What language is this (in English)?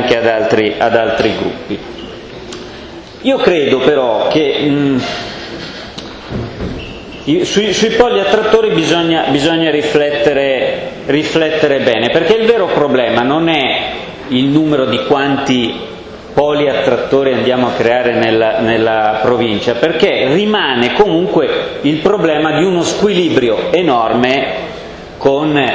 Italian